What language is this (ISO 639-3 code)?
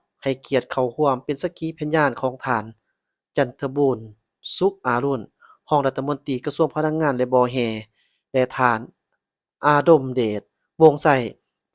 lao